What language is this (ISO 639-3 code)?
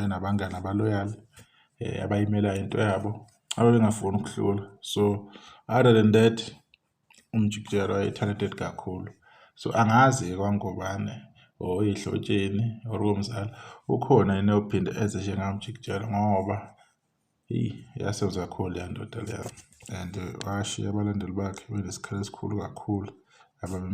zul